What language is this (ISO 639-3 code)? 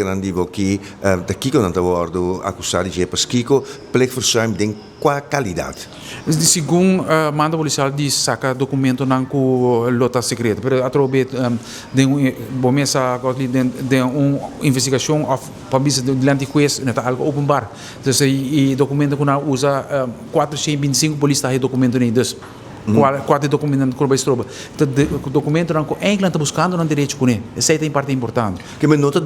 pap